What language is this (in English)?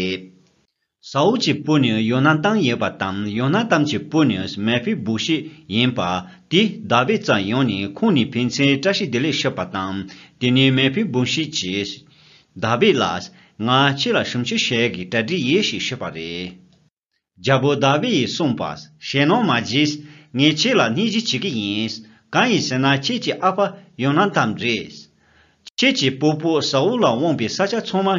Tibetan